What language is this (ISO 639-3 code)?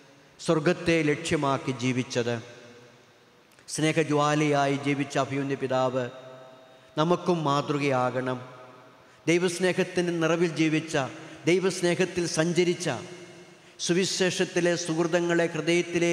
mal